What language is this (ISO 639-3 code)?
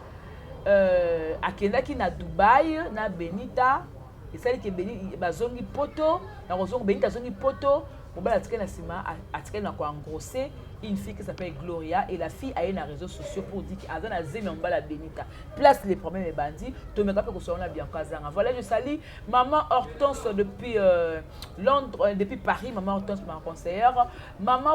lin